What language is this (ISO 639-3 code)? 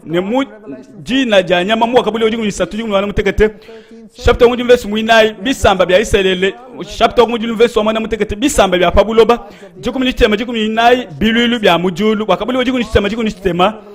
lua